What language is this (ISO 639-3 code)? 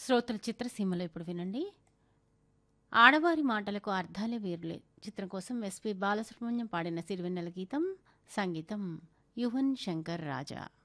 tel